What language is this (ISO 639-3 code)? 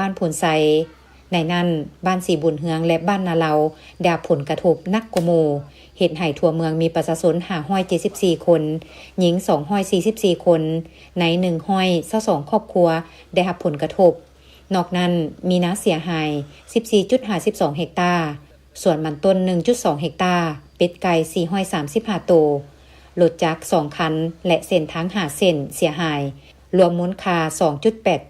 lao